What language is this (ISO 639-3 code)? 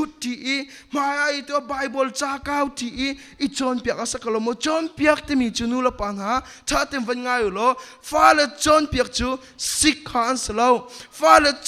cnh